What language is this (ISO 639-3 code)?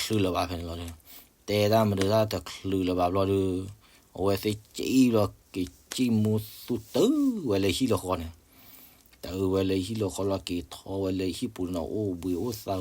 ksw